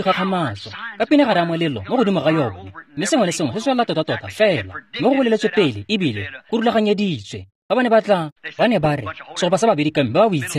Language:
Tswana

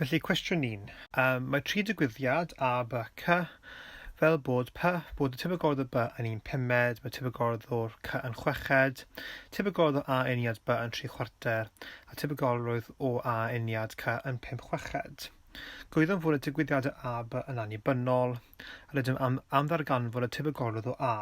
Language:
Welsh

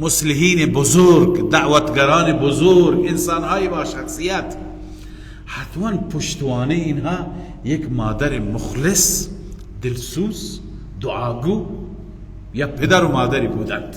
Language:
Persian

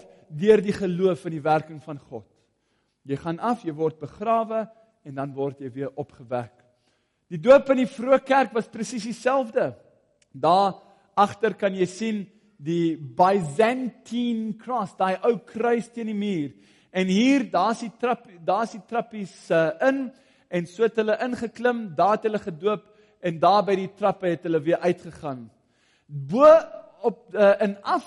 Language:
Afrikaans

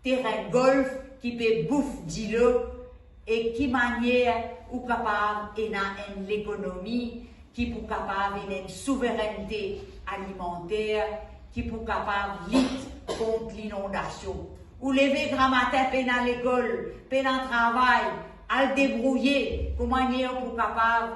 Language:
Morisyen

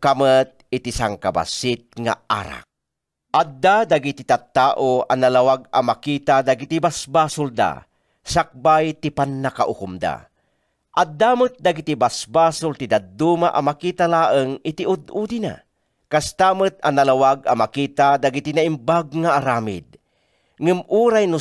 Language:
Iloko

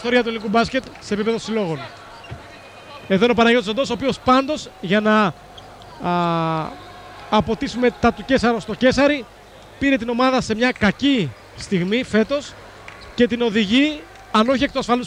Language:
Greek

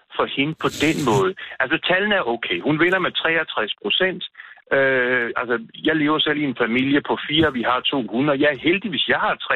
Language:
Danish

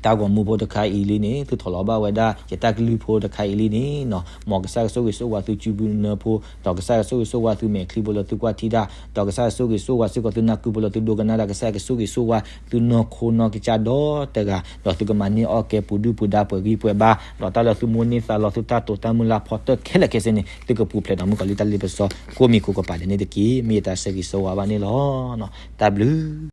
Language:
S'gaw Karen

